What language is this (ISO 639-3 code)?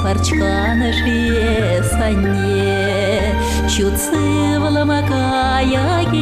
chv